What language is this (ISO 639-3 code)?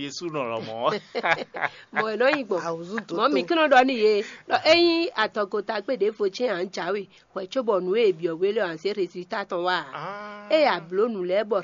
fon